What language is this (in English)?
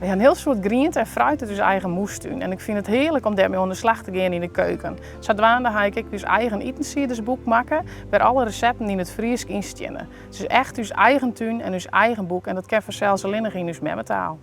Western Frisian